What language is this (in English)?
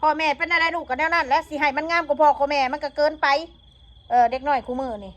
Northeastern Thai